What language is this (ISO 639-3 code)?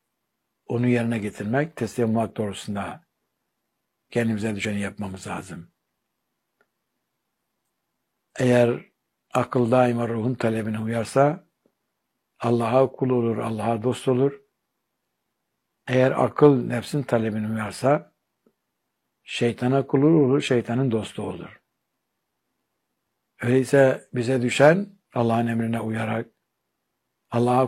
tur